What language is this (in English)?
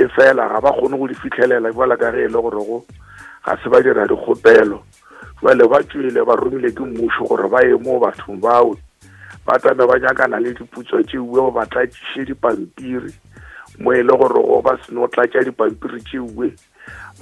Northern Sotho